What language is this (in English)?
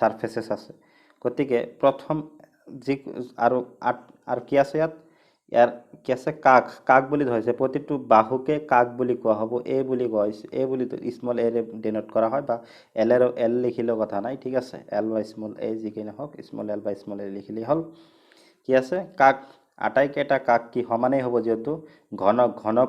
Assamese